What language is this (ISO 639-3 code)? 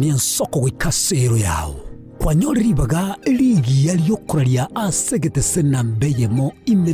guz